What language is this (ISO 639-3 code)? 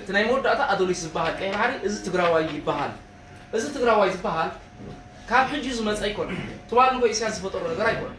tir